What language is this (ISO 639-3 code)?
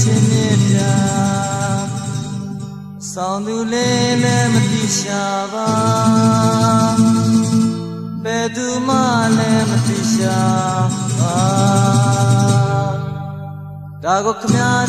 mya